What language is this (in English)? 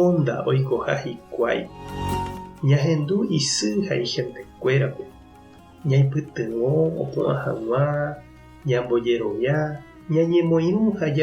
Guarani